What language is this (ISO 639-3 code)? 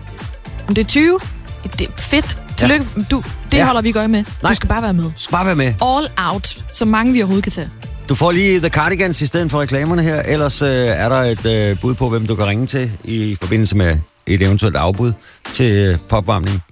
dan